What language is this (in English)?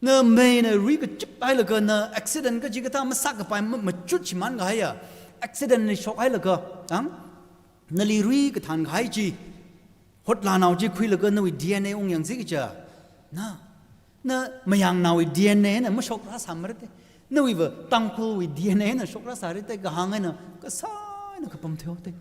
Tangkhul Naga (India)